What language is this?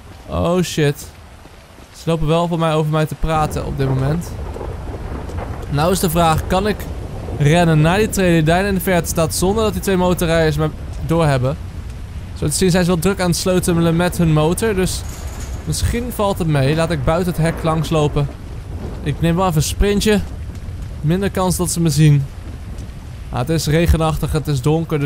Dutch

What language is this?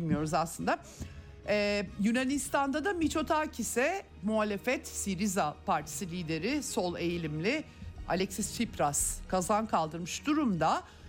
Turkish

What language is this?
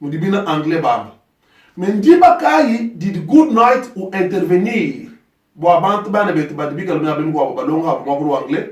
Luba-Lulua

